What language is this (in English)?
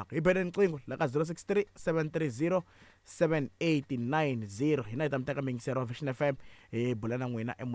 Tsonga